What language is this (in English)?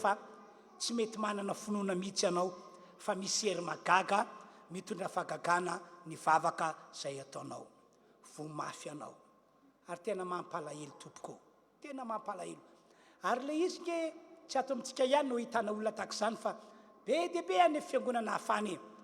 Malagasy